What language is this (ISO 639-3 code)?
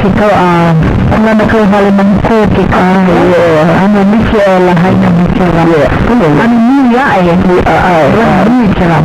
haw